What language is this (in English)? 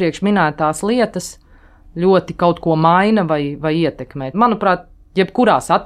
Latvian